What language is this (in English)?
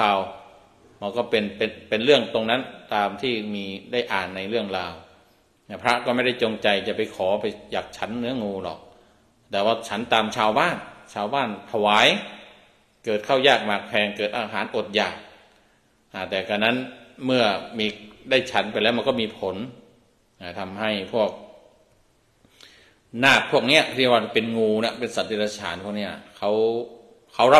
Thai